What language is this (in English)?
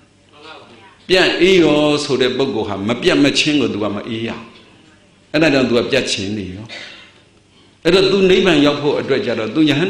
Burmese